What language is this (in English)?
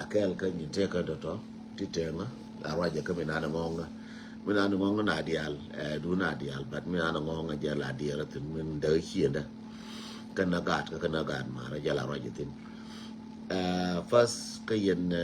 Nuer